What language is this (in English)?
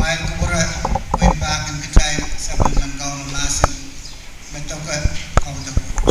Pohnpeian